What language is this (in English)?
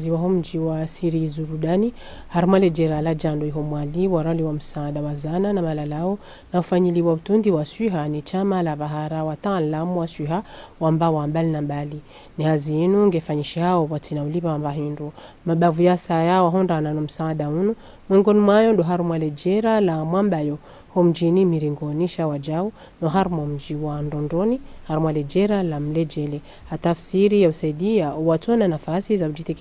Ngazidja Comorian